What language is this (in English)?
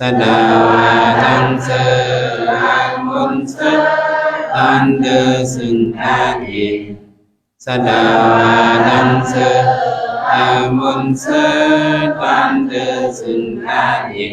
Shan